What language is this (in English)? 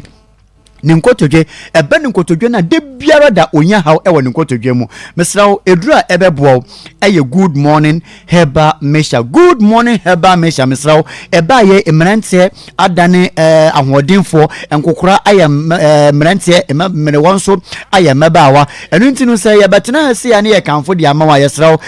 Akan